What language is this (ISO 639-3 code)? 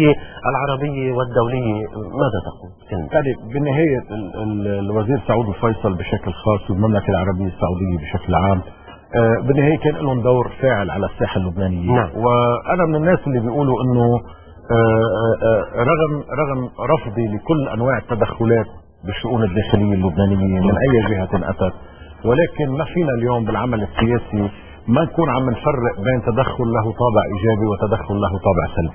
apc